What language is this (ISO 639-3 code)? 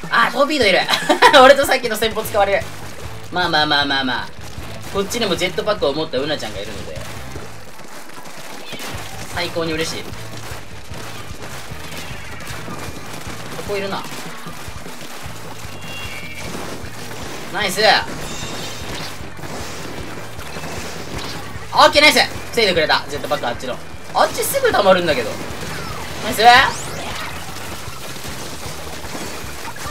jpn